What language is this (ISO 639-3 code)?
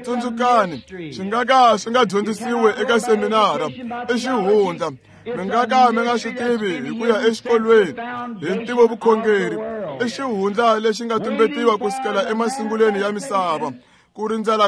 tso